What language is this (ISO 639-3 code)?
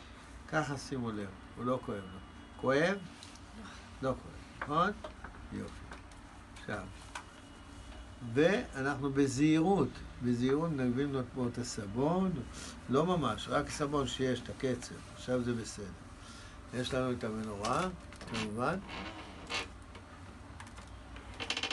heb